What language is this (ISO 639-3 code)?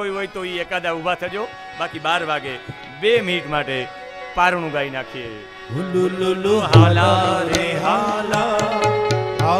guj